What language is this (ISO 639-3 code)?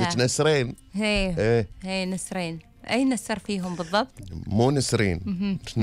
afb